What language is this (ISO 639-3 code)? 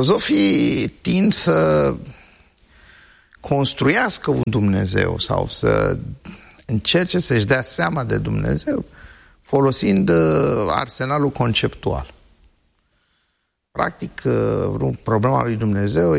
ron